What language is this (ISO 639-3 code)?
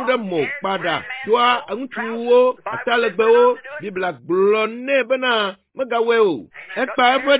ewe